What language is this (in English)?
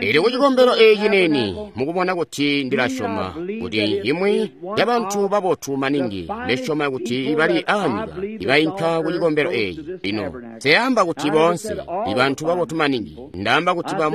Tonga (Zambia)